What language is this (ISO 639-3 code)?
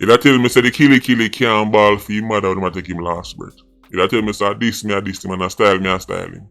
jam